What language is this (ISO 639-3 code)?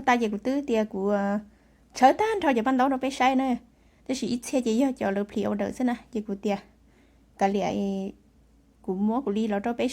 hmn